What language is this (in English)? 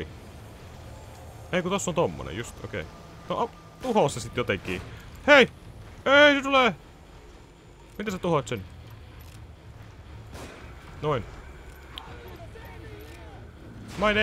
Finnish